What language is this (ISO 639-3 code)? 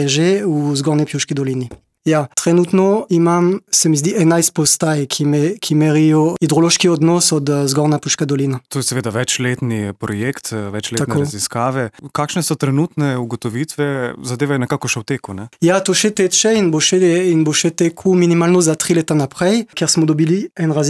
slv